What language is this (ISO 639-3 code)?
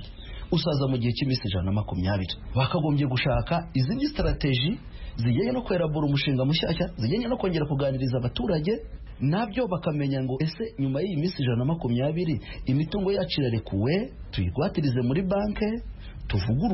kin